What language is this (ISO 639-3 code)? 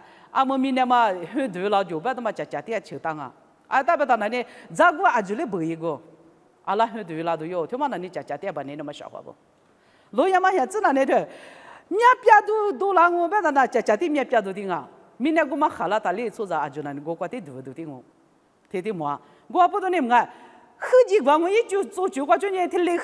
lis